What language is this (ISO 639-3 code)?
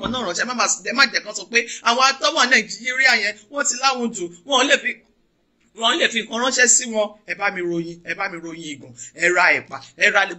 yor